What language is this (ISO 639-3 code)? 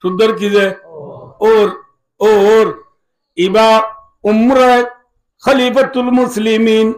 rhg